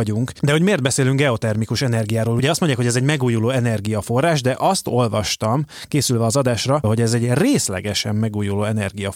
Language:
Hungarian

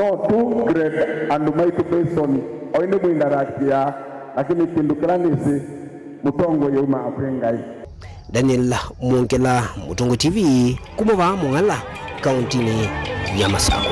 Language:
Kamba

